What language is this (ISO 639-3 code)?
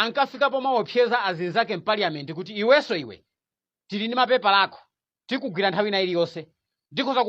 nya